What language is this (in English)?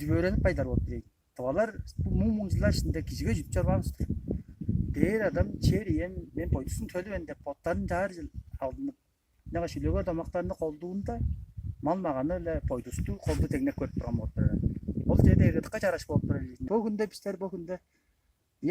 Tuvinian